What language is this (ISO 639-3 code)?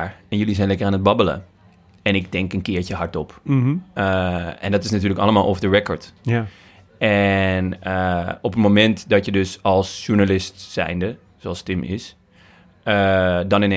nld